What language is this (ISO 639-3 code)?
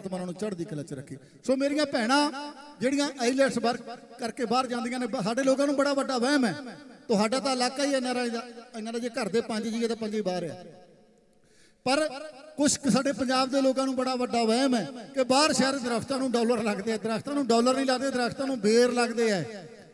pan